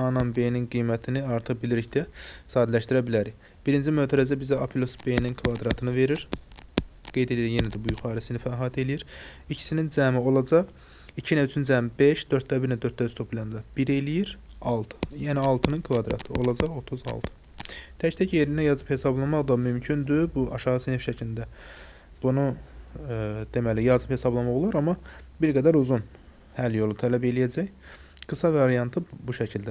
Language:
Azerbaijani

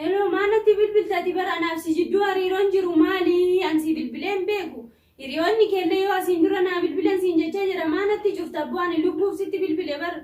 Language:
Oromo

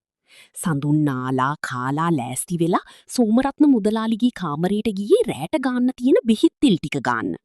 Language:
Sinhala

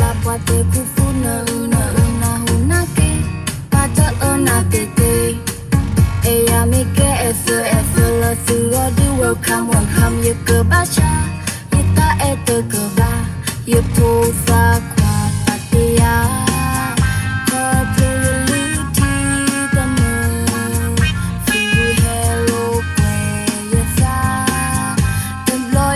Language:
S'gaw Karen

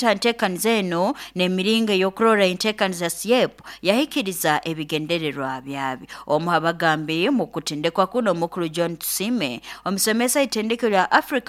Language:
Nyoro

